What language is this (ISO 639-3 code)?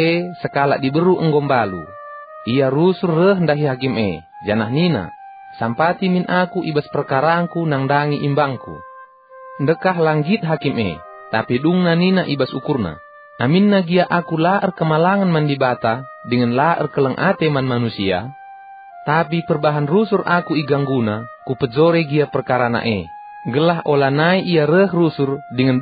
btx